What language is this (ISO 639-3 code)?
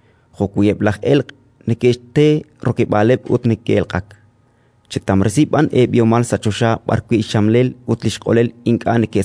kek